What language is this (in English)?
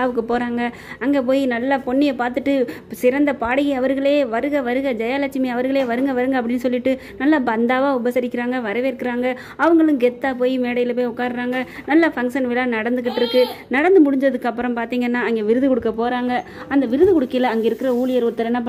Tamil